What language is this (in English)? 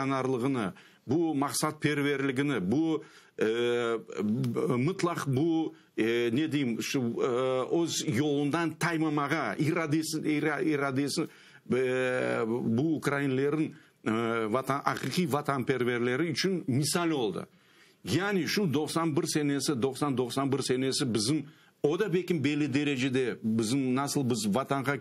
Crimean Tatar